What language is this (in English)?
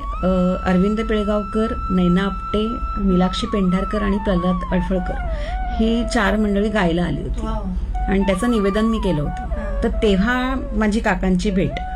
Marathi